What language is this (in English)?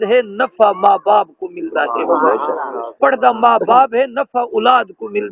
Saraiki